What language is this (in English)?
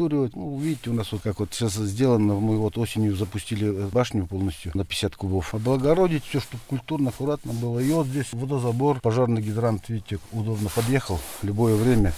Russian